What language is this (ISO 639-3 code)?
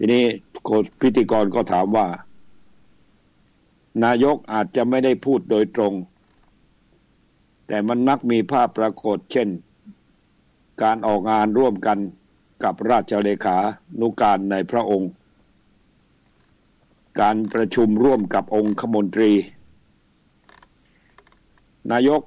tha